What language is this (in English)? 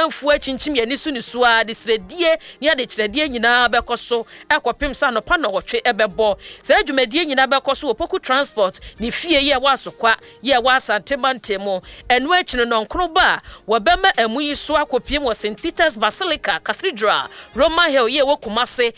Akan